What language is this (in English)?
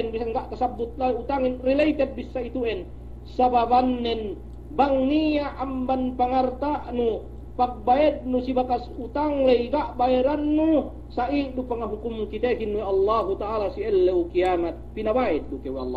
Yakan